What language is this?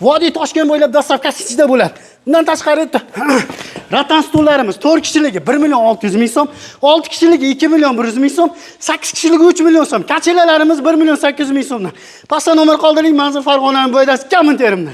Uzbek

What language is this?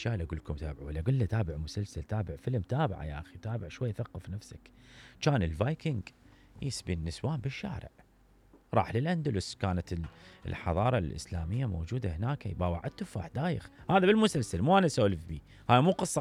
Mesopotamian Arabic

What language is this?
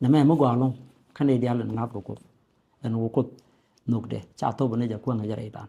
Nuer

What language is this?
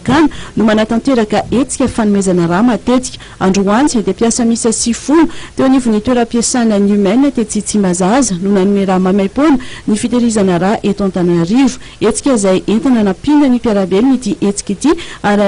Malagasy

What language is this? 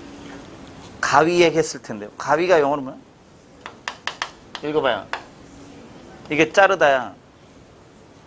Korean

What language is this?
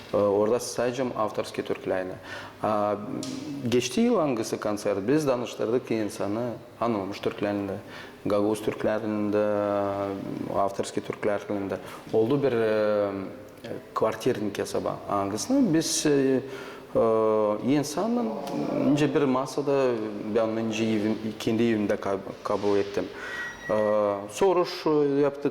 Gagauz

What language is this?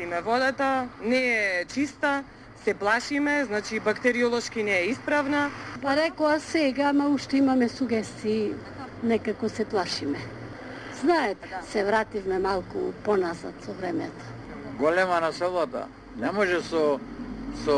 Macedonian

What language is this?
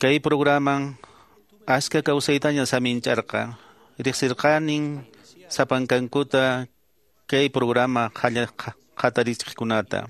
Quechua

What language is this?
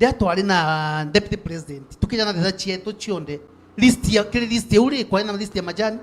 Meru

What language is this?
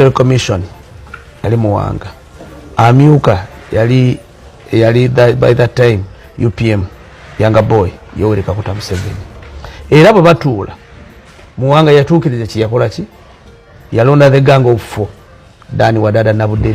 Ganda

